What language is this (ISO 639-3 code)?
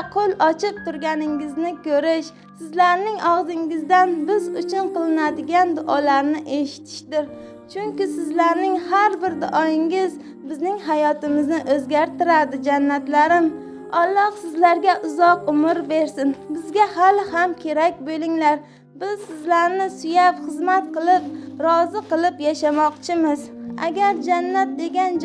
uzb